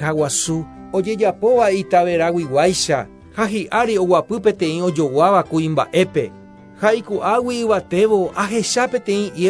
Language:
Guarani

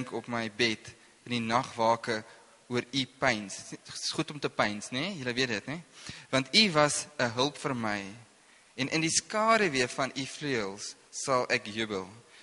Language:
Afrikaans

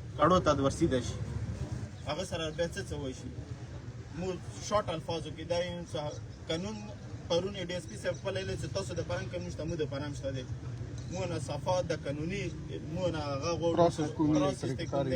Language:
Pashto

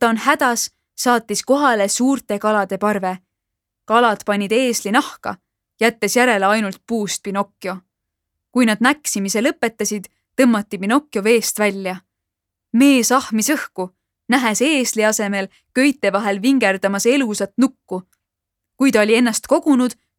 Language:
Estonian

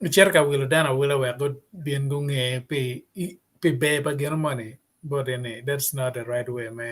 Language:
Acoli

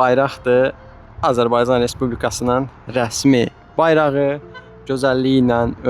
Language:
Azerbaijani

